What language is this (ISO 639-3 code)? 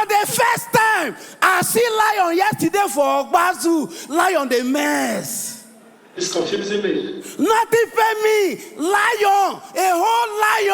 pcm